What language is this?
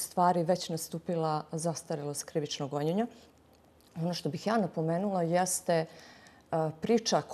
Bosnian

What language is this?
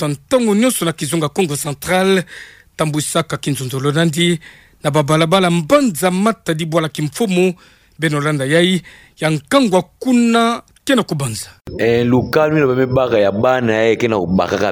Kituba (Democratic Republic of Congo)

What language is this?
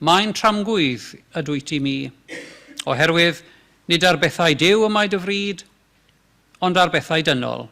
Welsh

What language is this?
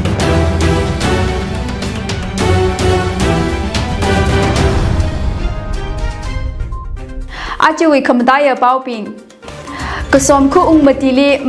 Tangkhul Naga (India)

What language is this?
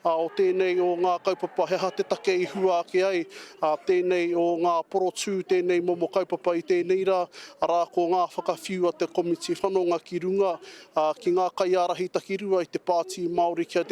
Māori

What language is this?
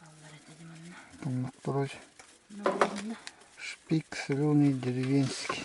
Yakut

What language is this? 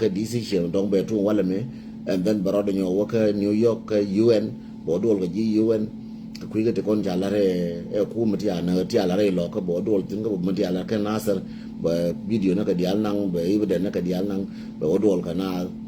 Nuer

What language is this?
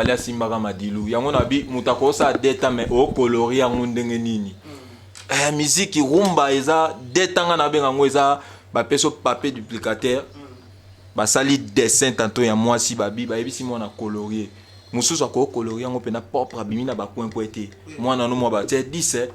Lingala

